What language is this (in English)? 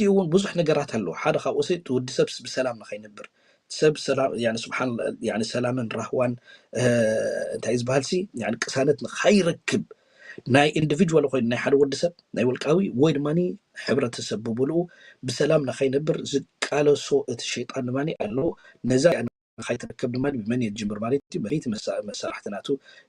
Tigrinya